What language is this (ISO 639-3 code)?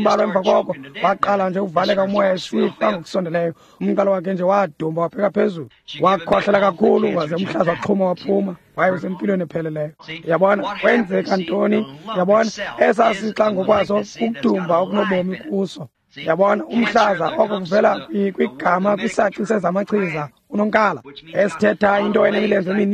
xho